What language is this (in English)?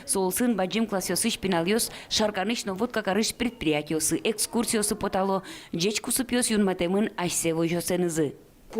Udmurt